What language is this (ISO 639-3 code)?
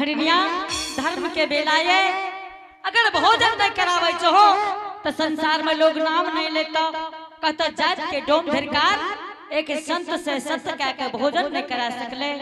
anp